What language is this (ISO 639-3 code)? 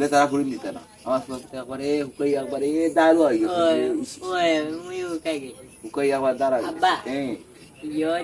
syl